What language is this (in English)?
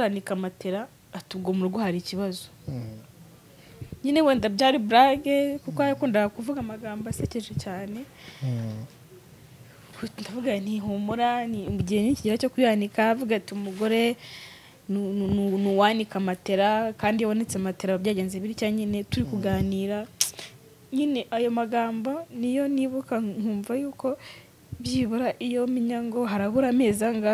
Kinyarwanda